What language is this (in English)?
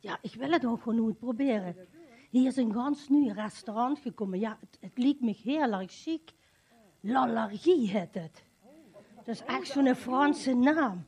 Limburgish